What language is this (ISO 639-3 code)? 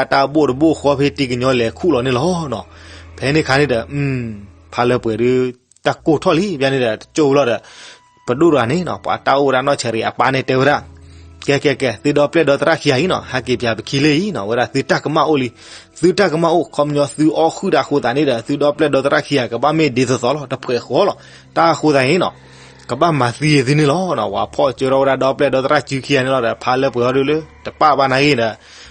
ksw